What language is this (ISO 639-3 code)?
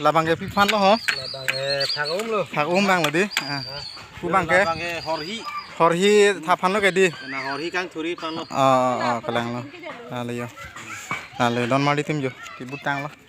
mjw